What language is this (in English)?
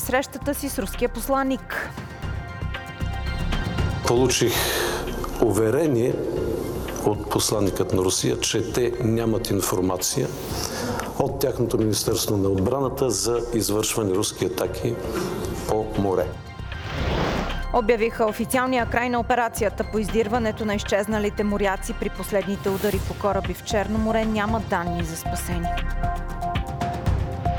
Bulgarian